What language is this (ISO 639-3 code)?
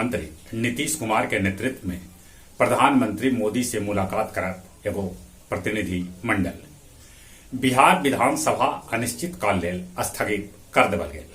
mag